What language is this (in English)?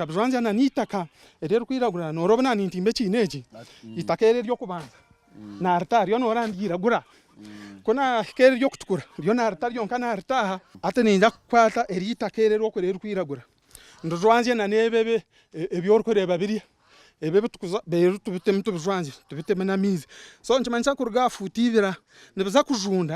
Nyankole